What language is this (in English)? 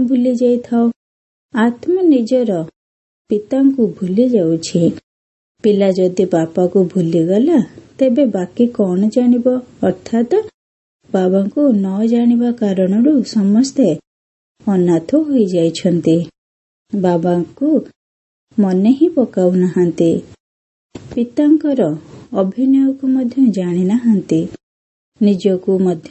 Odia